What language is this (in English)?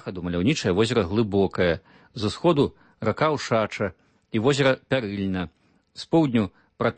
Belarusian